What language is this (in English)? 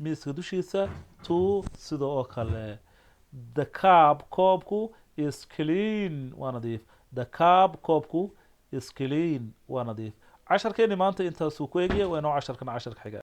Somali